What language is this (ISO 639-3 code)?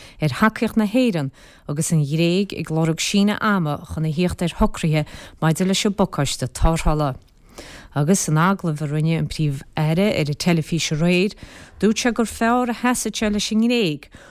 gle